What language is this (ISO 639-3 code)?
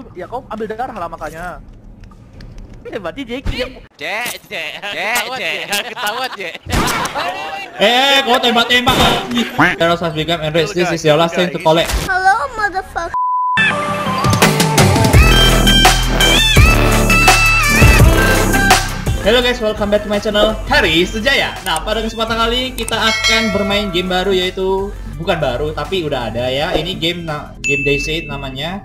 ind